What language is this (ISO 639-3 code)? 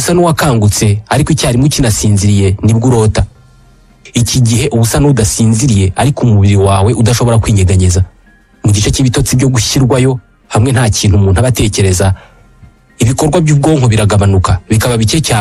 kin